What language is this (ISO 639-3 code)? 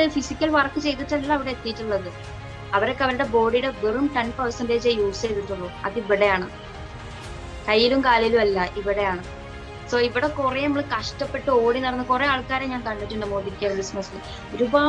mal